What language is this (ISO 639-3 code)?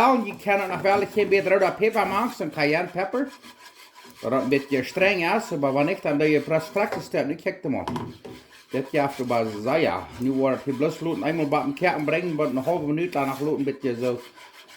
pdt